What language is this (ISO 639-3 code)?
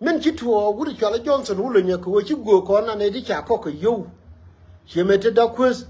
nus